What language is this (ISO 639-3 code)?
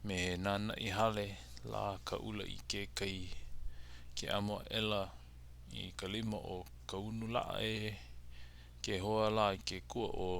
haw